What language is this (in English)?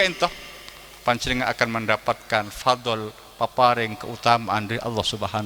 Madurese